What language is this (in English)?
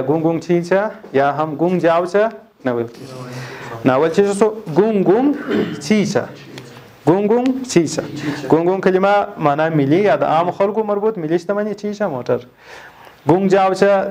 Pashto